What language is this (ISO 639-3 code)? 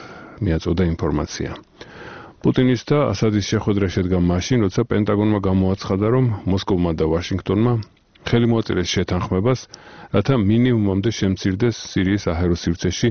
kat